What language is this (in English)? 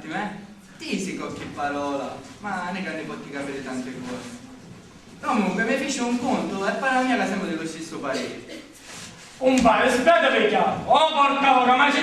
Sicilian